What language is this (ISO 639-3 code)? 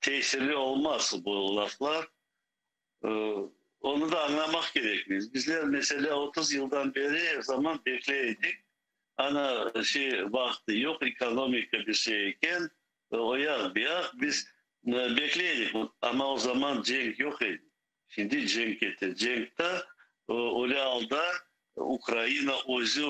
crh